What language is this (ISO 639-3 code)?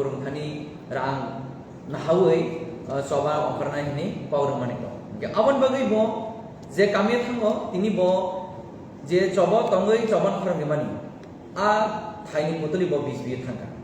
trp